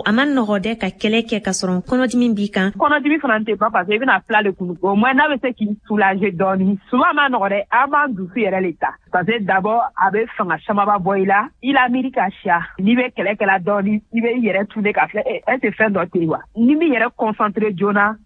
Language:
Bambara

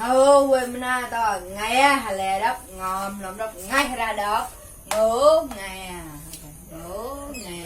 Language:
Mon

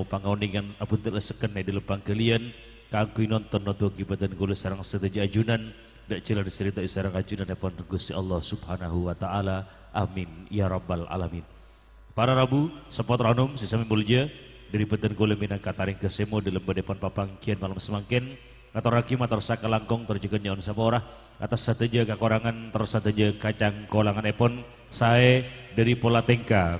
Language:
Madurese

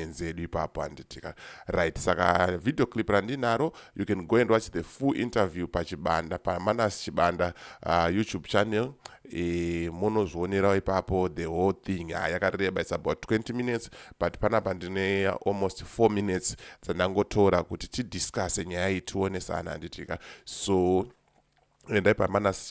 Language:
Shona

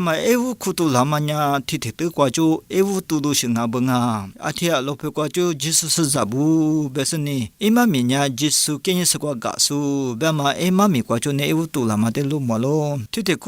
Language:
Lisu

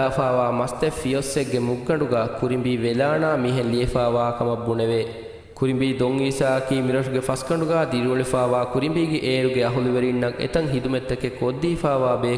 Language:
Divehi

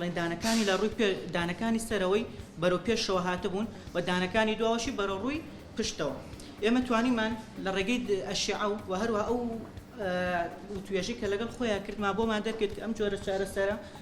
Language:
Central Kurdish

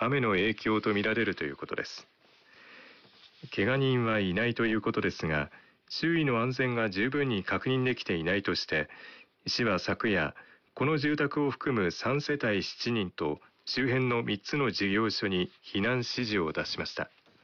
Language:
Japanese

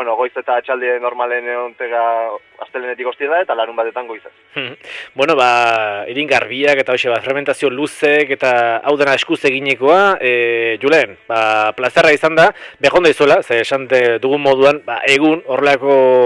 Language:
Basque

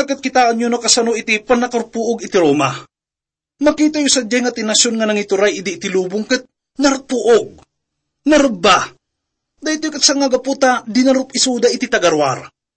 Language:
Iloko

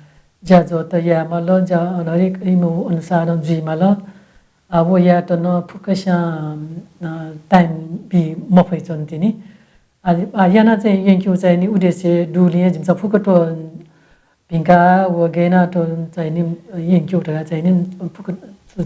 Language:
Newari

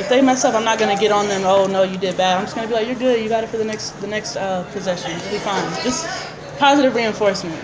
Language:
English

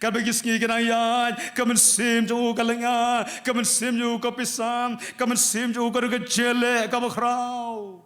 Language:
Khasi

